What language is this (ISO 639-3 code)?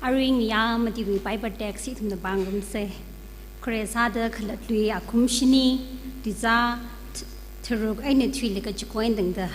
nmf